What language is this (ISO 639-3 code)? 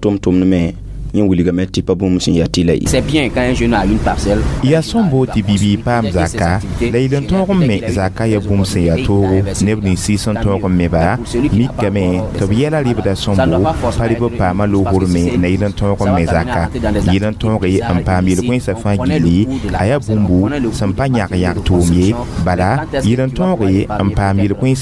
mos